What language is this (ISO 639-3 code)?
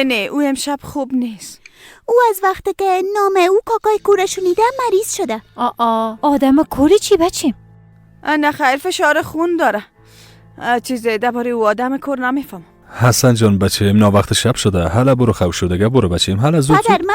fas